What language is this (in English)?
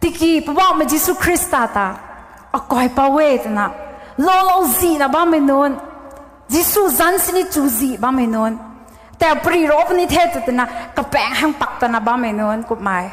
Rongmei Naga